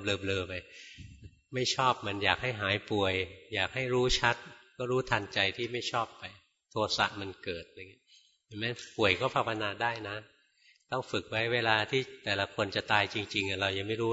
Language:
Thai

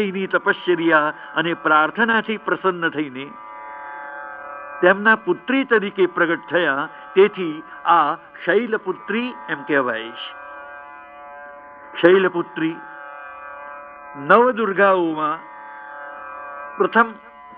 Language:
Gujarati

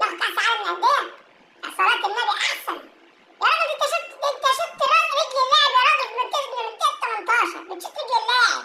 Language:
Egyptian Arabic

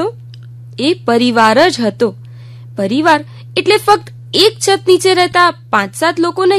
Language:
Gujarati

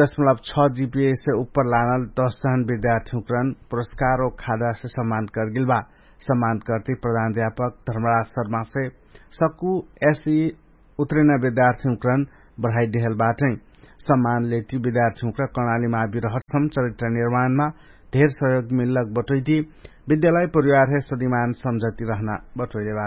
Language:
Dangaura Tharu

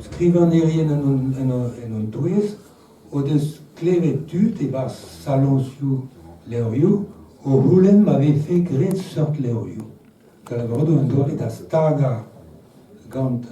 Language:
Breton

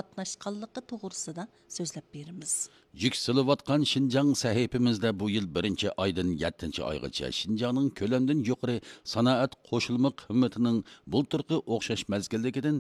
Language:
Uyghur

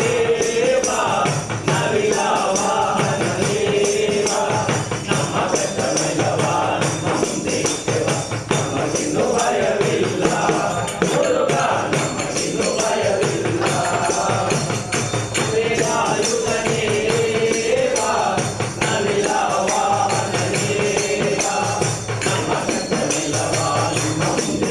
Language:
Kannada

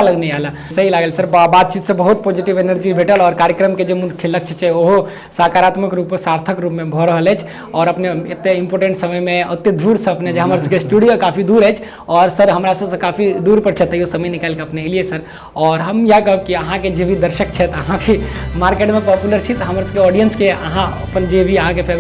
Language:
Maithili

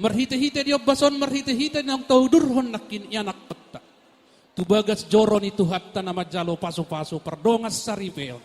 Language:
Batak Toba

